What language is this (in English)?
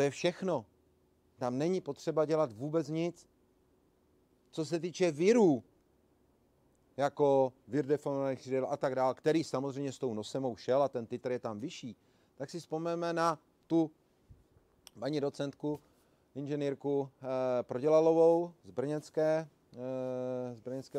Czech